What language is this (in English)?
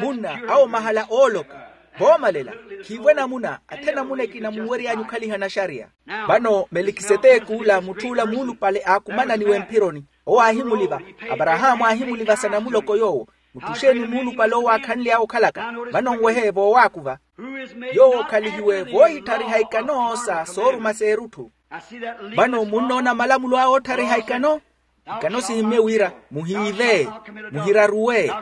Makhuwa